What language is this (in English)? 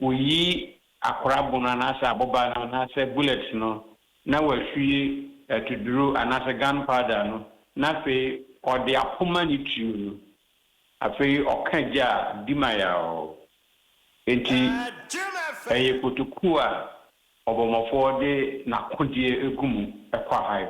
Akan